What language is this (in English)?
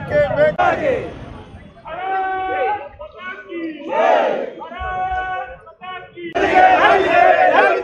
Kannada